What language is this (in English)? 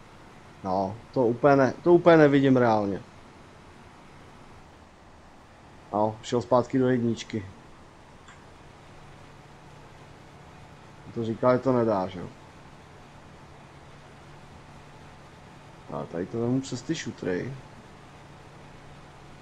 Czech